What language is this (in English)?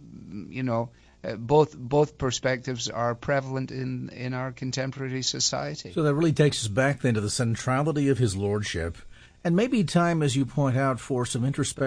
English